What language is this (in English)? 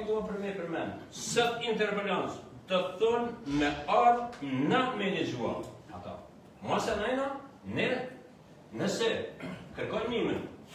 Albanian